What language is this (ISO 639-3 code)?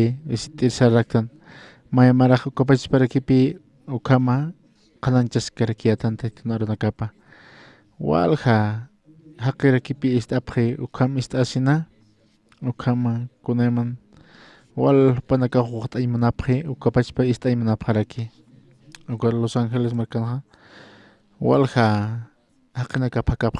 aym